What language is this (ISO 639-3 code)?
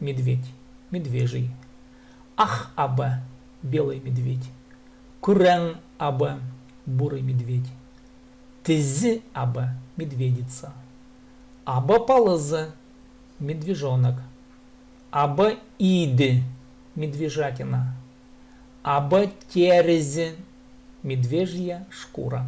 kjh